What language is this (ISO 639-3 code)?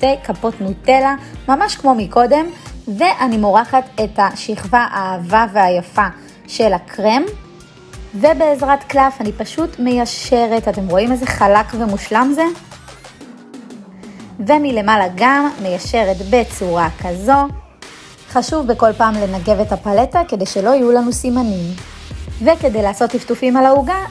heb